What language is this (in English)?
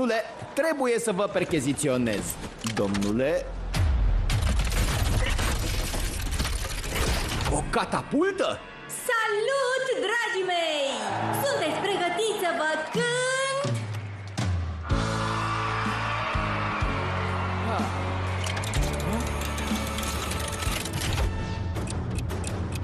Romanian